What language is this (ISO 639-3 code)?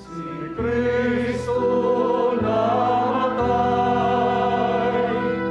ceb